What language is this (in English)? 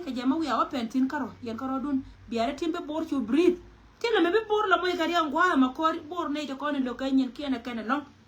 Nuer